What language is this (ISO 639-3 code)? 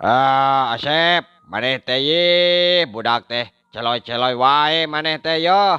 sun